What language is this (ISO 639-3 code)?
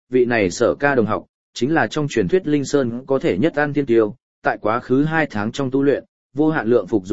vie